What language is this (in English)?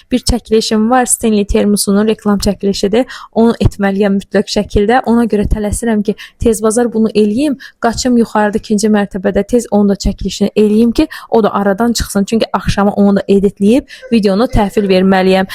Azerbaijani